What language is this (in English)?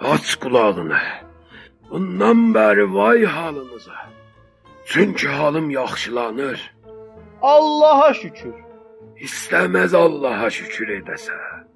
South Azerbaijani